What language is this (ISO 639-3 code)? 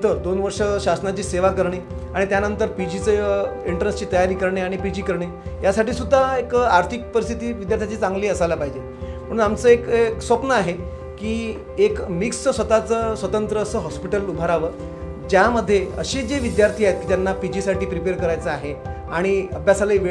mar